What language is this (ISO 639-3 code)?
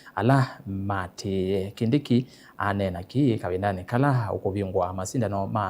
kam